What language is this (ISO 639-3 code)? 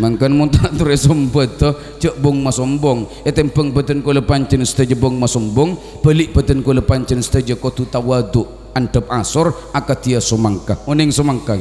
mad